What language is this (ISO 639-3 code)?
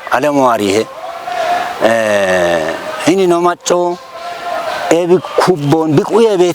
kbr